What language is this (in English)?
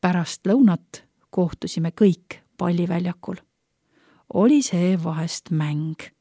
Estonian